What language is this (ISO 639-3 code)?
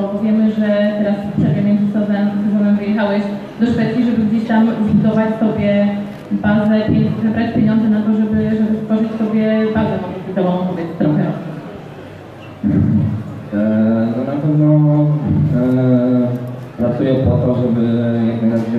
pol